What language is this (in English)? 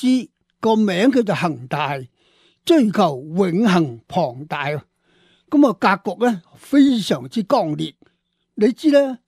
Cantonese